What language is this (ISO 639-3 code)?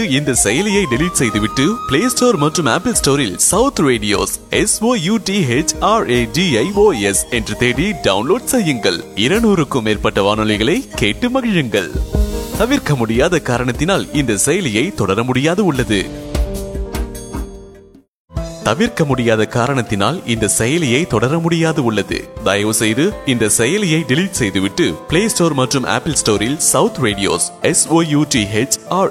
tam